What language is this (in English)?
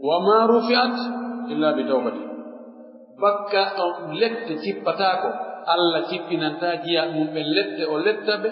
Pular